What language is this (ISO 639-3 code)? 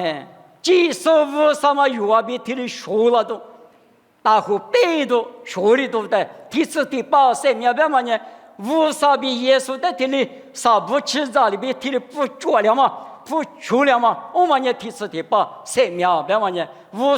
lis